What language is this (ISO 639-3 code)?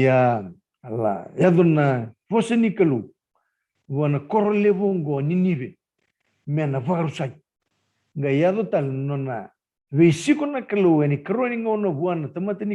fij